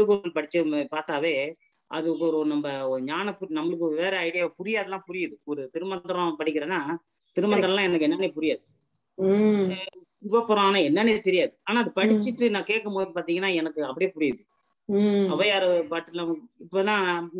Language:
Tamil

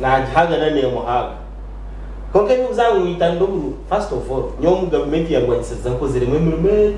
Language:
Nyankole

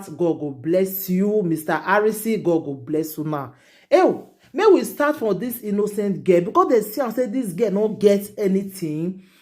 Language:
Nigerian Pidgin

